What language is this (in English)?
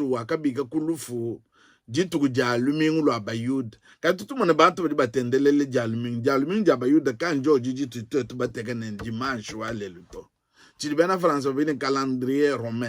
Luba-Lulua